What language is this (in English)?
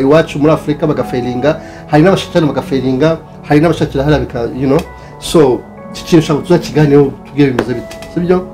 Kinyarwanda